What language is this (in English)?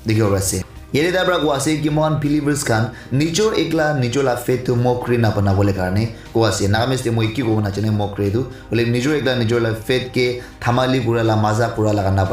Naga Pidgin